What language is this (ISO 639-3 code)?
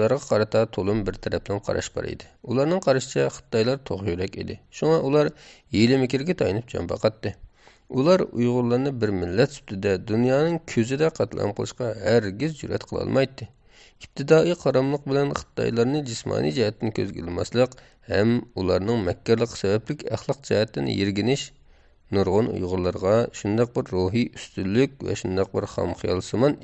uig